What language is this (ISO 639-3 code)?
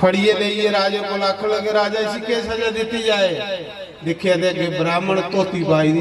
doi